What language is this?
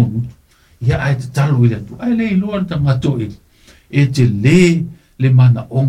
Samoan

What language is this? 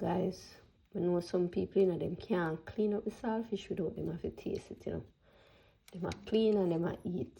Jamaican Creole English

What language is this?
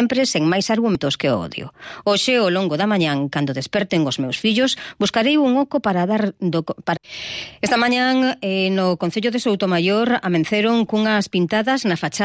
Galician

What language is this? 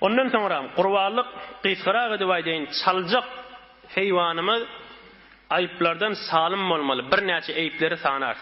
Turkmen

